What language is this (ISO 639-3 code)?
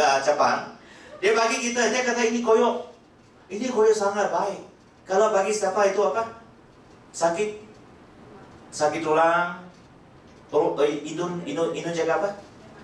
msa